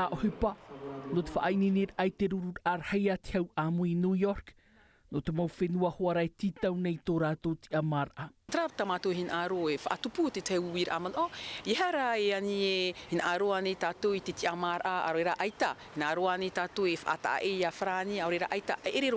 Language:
Tahitian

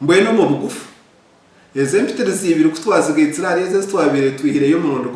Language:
Nyankole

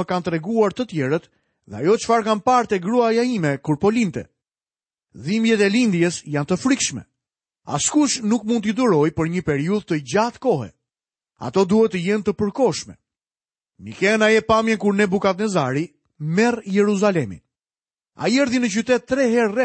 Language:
Albanian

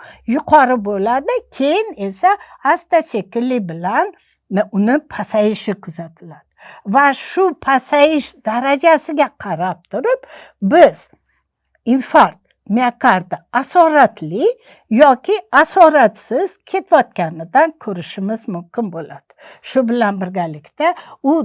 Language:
Uzbek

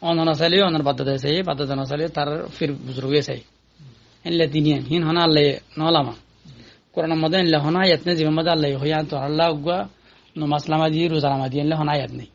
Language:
Rohingya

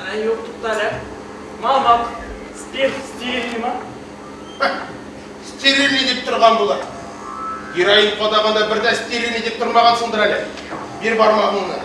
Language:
Tatar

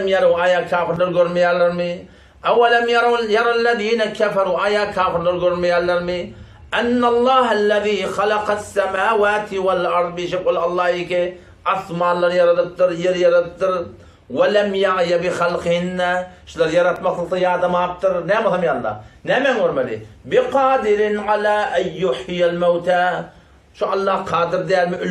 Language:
Turkmen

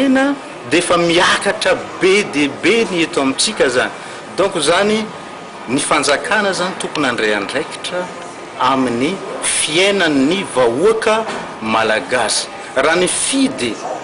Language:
Malagasy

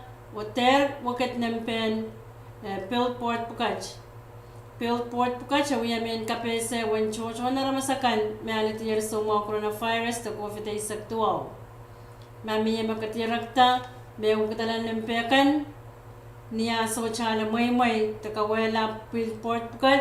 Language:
Pohnpeian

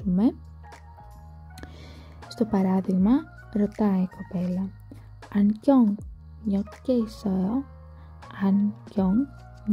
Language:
Greek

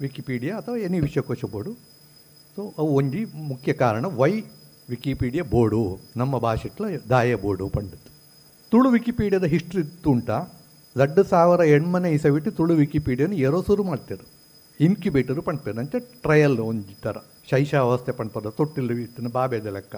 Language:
Tulu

